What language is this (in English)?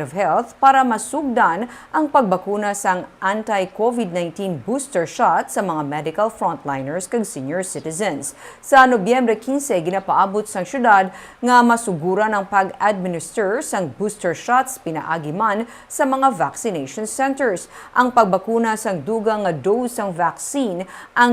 Hiligaynon